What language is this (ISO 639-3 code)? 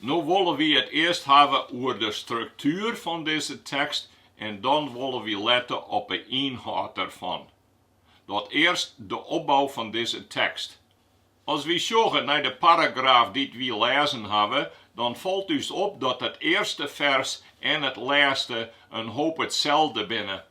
fry